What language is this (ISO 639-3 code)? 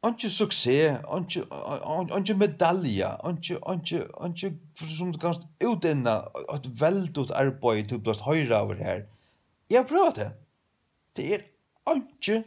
fao